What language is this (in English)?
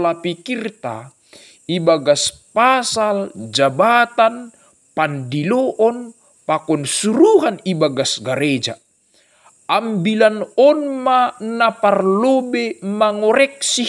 Batak Simalungun